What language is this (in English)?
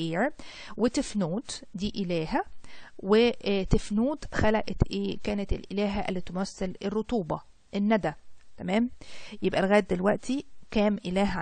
Egyptian Arabic